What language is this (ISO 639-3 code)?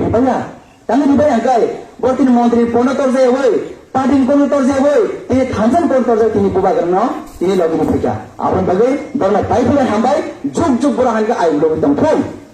trp